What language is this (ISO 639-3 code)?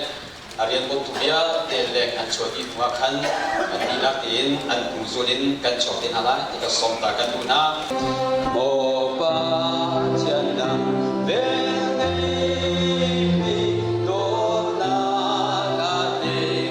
cnh